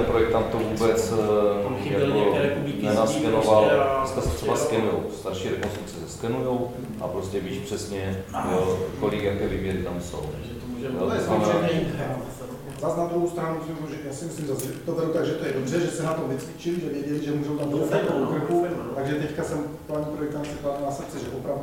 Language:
Czech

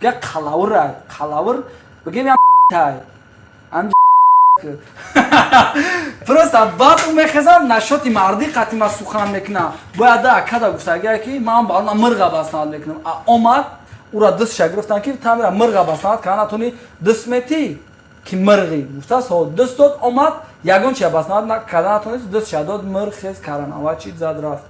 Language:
Tajik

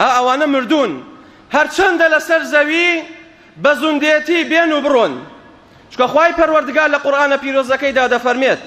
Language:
Central Kurdish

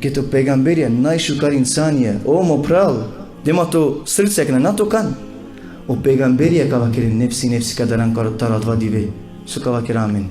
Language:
Balkan Romani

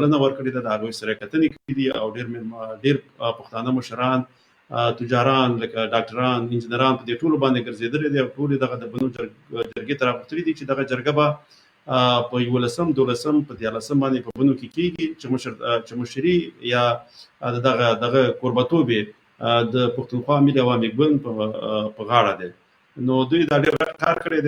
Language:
Pashto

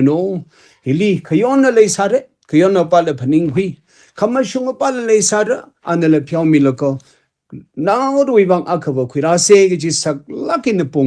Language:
Tangkhul Naga (India)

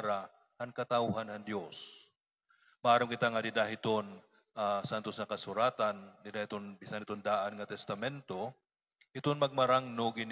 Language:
Waray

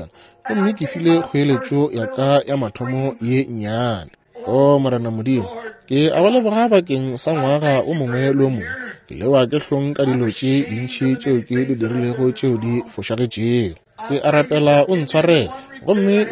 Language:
Northern Sotho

